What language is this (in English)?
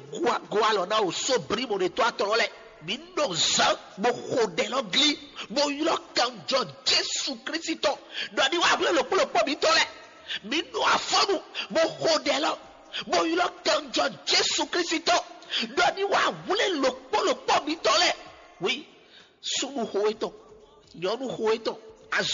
Fon